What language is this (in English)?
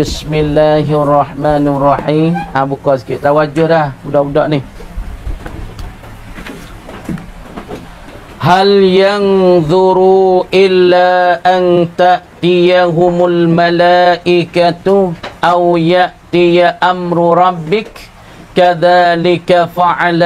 Pattani Malay